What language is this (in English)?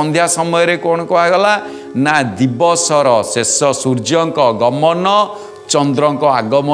Odia